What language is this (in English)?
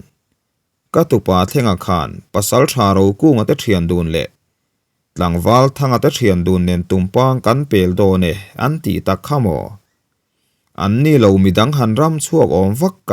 Mizo